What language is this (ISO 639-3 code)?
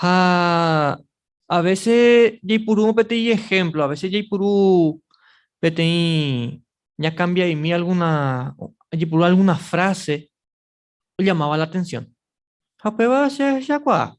grn